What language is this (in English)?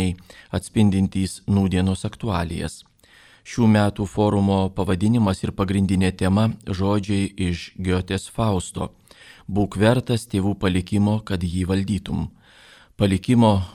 Lithuanian